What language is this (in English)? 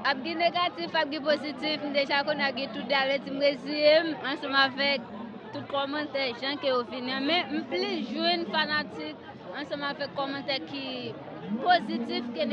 Haitian Creole